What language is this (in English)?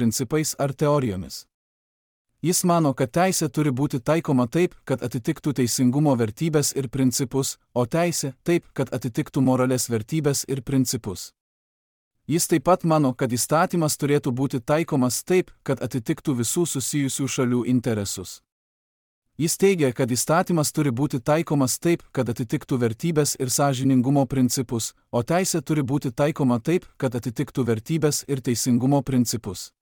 Lithuanian